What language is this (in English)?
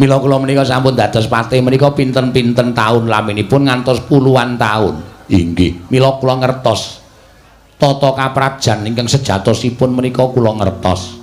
Javanese